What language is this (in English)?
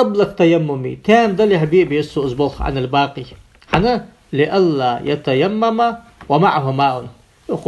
Ingush